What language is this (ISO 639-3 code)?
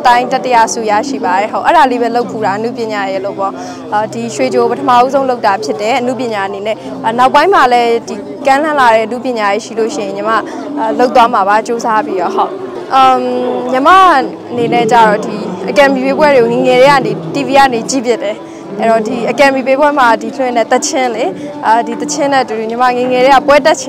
mya